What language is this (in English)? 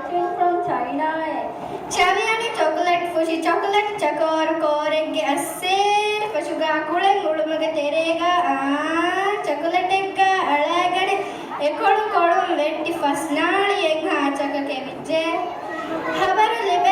Divehi